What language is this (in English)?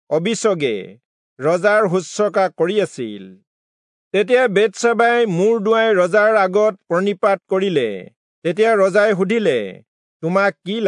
Assamese